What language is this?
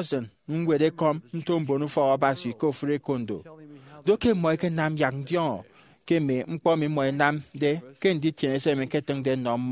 Efik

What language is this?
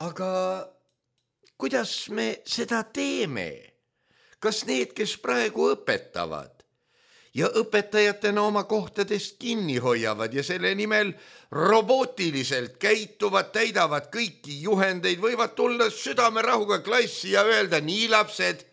Estonian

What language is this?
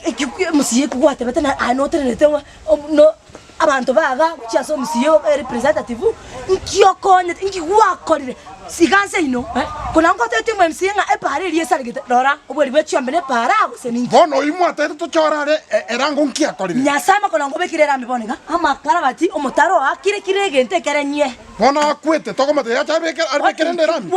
Gusii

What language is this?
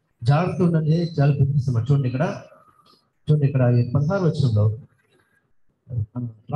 Telugu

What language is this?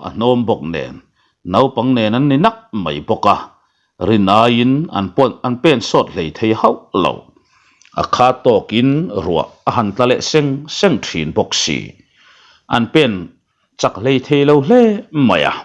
Mizo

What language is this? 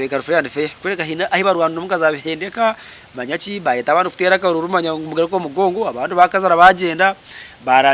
Nyankole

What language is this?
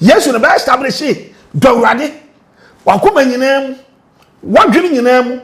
Akan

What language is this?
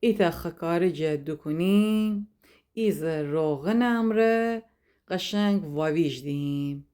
Gilaki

